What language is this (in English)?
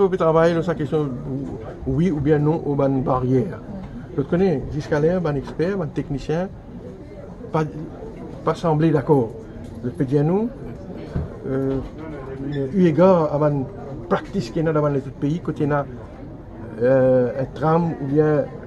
Morisyen